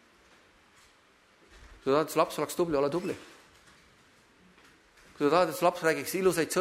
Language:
Estonian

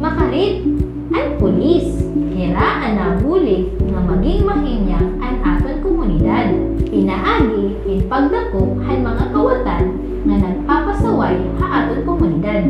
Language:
Waray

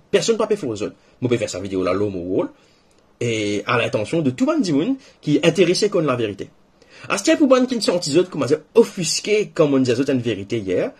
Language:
Morisyen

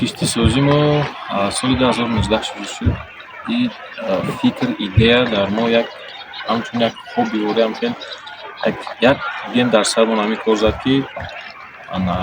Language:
Tajik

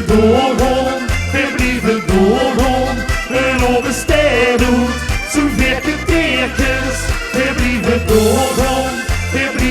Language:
Limburgish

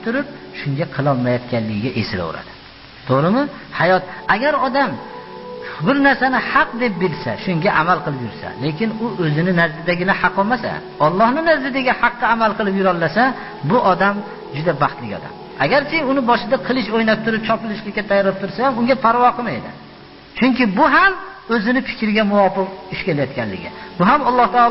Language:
Uzbek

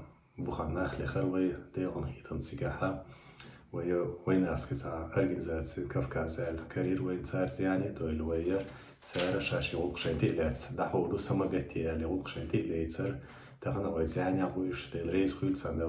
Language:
Chechen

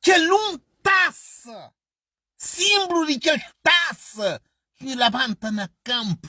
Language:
Kabuverdianu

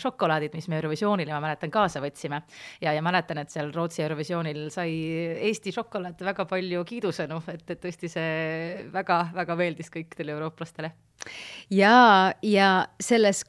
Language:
Estonian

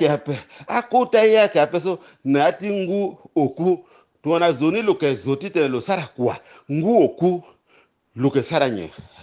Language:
Sango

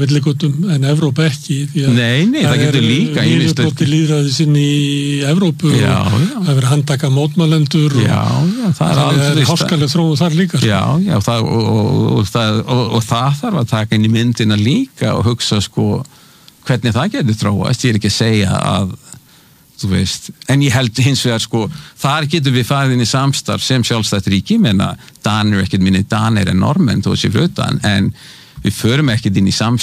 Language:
Icelandic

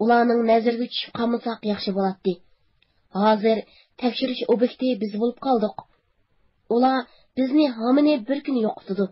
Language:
Uyghur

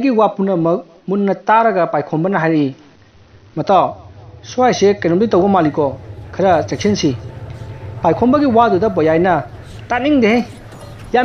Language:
Manipuri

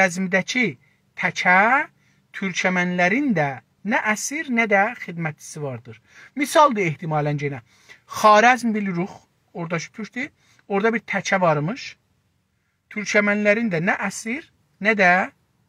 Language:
South Azerbaijani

